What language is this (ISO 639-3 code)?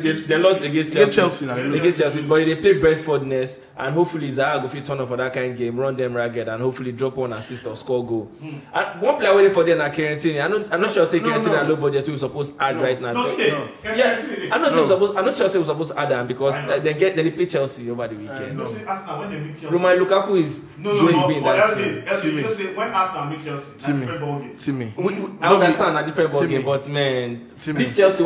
pcm